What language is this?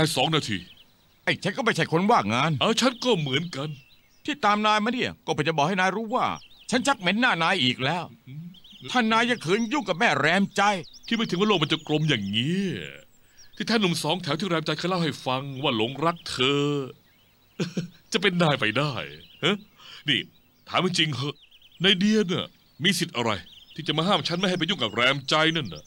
Thai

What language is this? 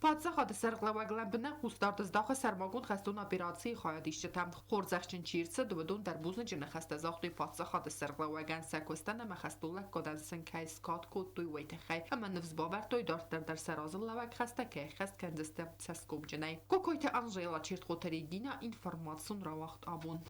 Ossetic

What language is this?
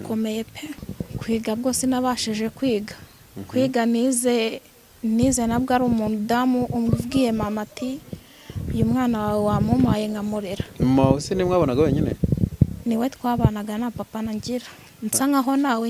Kinyarwanda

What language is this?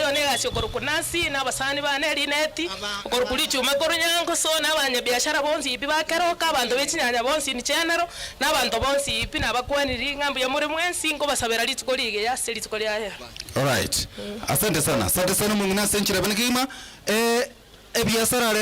Gusii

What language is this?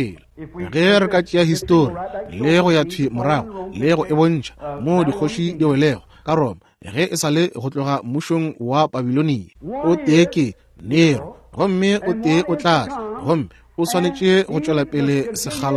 Northern Sotho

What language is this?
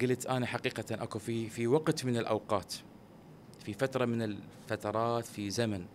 Mesopotamian Arabic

